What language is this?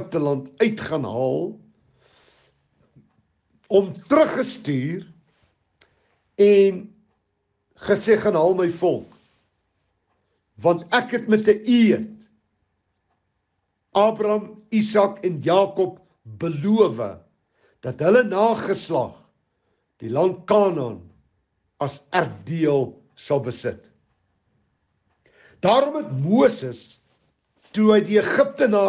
Afrikaans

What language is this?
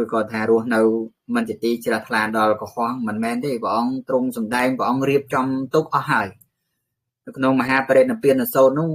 Khmer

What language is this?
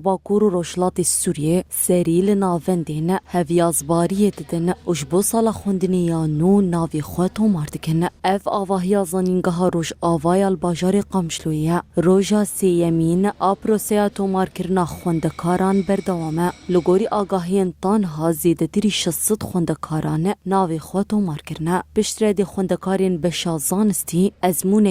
Kurdish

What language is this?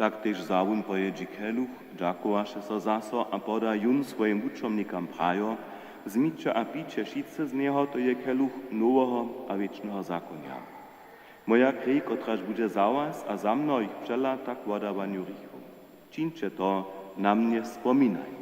Upper Sorbian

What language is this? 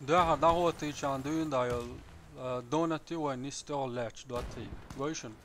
Chechen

